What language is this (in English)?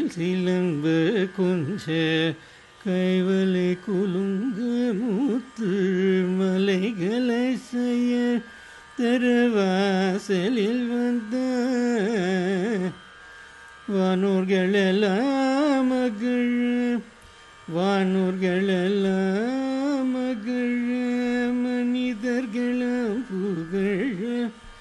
Tamil